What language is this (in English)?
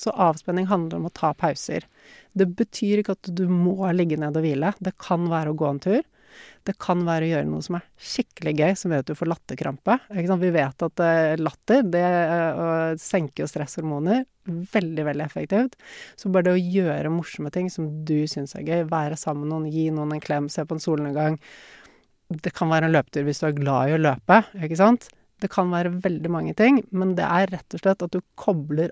Norwegian